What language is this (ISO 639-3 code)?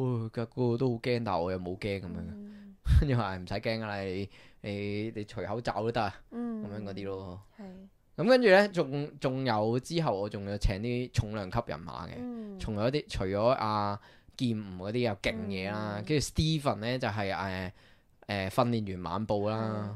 yue